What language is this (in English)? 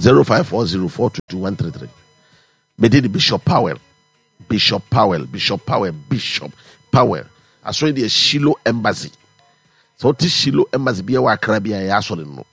Akan